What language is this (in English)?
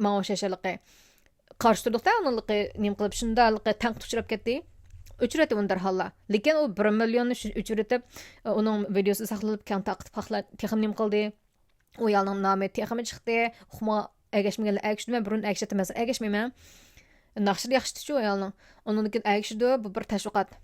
Uyghur